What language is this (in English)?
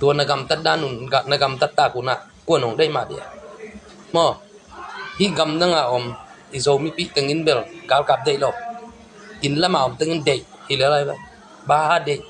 Tedim Chin